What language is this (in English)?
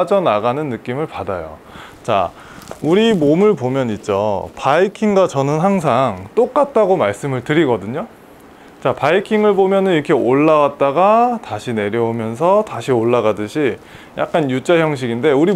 Korean